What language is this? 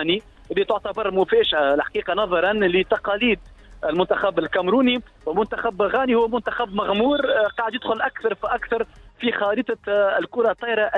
Tunisian Arabic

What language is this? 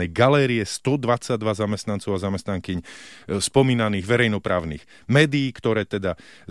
Slovak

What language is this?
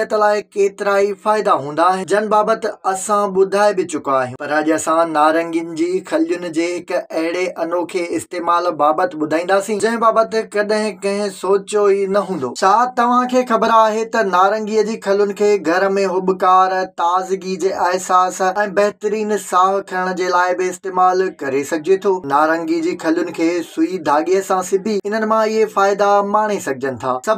Sindhi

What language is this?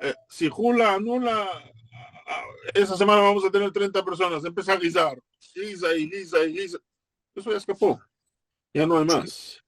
Ladino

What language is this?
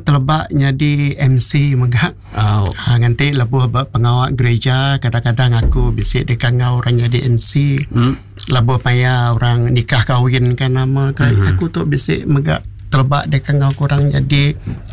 Iban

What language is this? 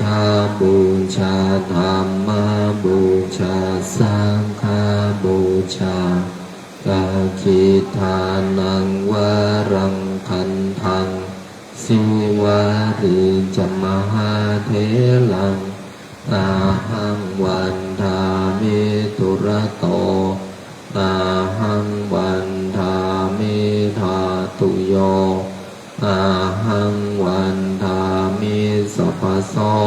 Pali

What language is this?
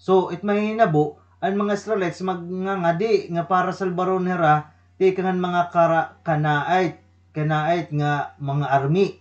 Waray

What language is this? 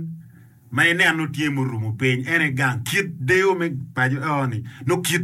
Acoli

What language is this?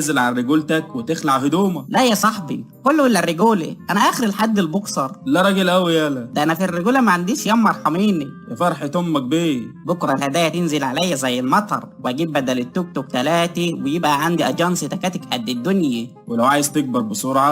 Egyptian Arabic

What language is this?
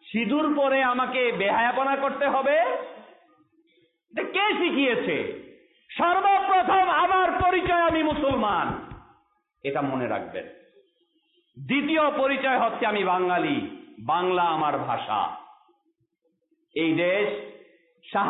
Bangla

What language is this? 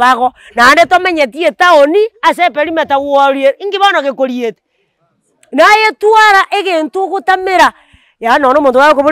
Gusii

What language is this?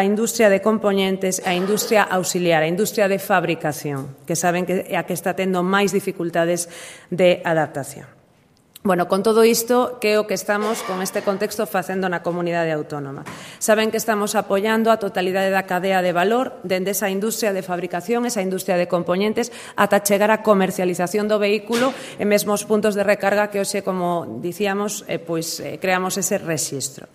Galician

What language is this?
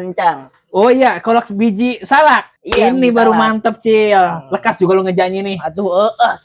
Betawi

